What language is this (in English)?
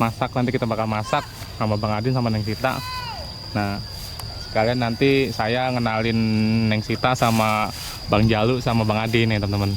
Betawi